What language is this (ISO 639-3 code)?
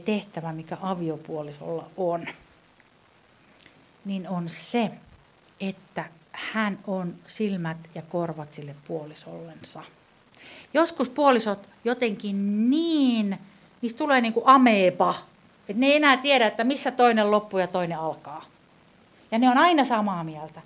fin